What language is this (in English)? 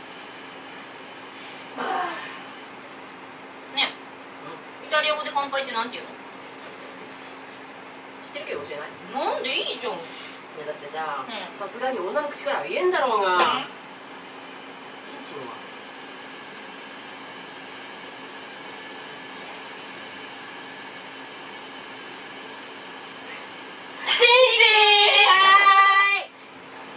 Japanese